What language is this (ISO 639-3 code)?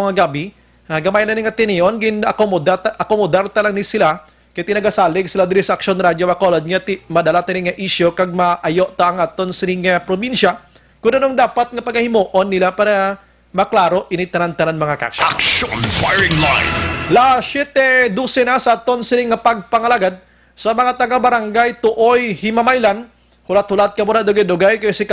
hil